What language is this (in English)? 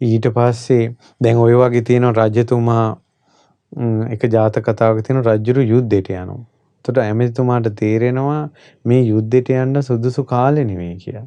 Sinhala